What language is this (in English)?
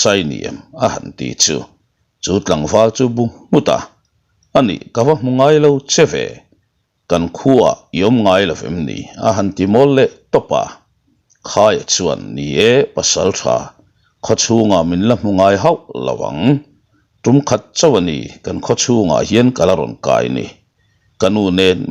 Mizo